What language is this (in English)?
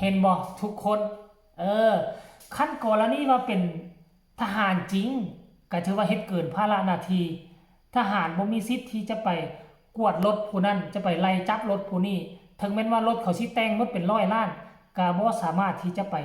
Northeastern Thai